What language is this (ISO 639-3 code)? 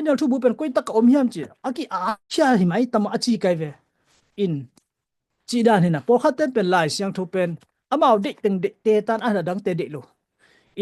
ctd